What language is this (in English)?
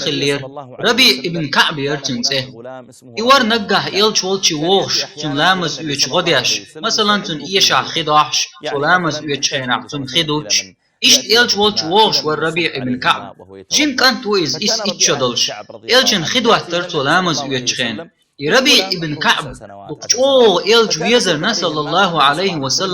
Chechen